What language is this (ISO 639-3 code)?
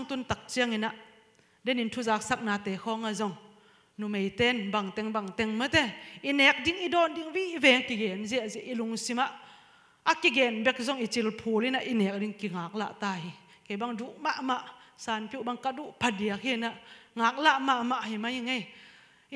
ctd